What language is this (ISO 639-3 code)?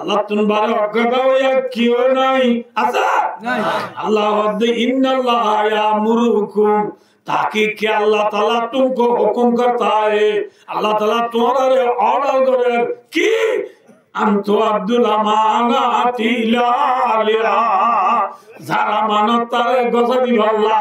rhg